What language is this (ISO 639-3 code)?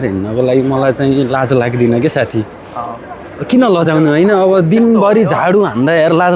nep